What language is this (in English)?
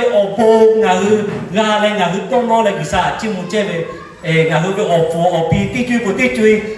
Lahu